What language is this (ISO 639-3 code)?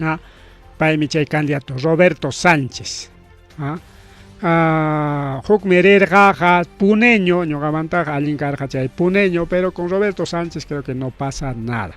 quy